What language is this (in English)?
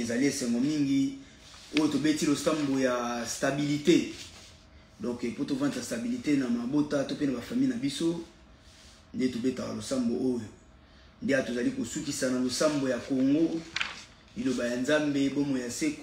Lingala